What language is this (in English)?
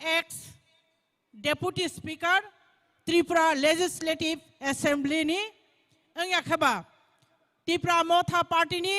Kok Borok